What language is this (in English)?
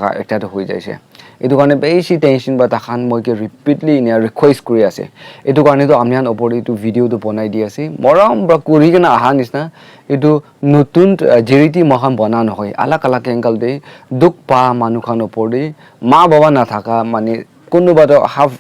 Naga Pidgin